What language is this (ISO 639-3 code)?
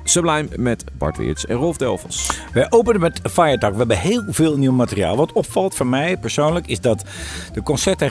nld